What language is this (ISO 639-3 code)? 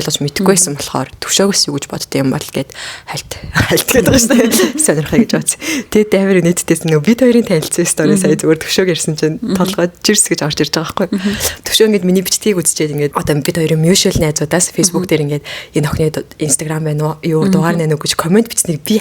mon